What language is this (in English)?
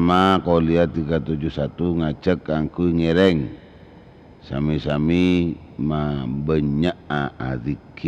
Madurese